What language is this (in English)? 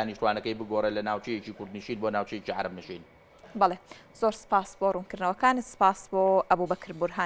Central Kurdish